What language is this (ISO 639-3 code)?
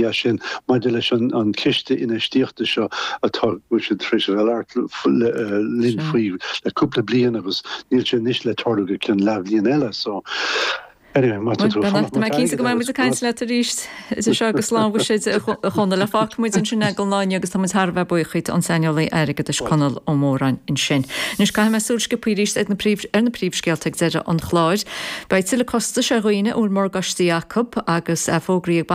gle